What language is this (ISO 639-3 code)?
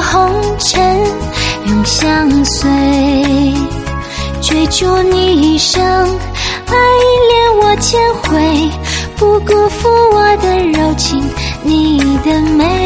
zho